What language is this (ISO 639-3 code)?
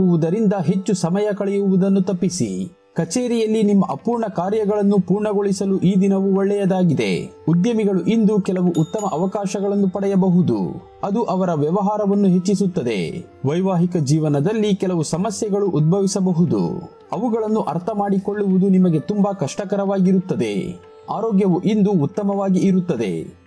kan